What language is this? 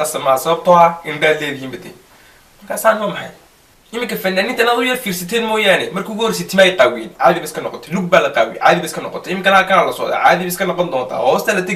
Somali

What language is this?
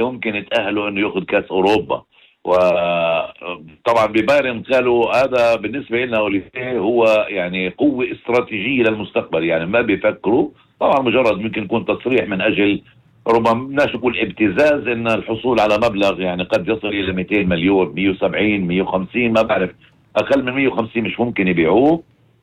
North Levantine Arabic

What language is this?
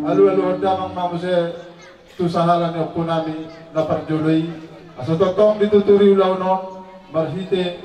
Batak Toba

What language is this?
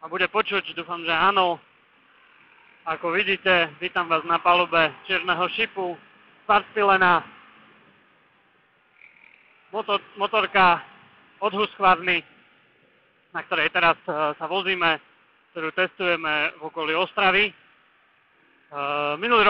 Slovak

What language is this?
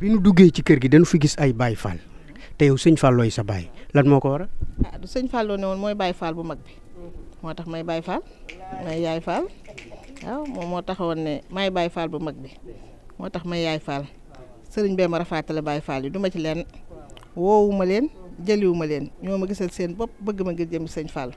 Wolof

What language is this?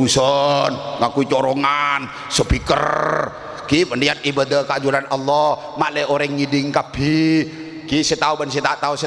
Madurese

